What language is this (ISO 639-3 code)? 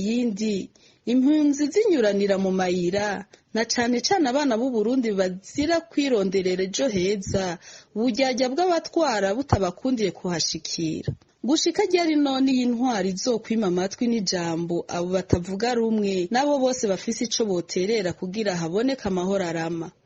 run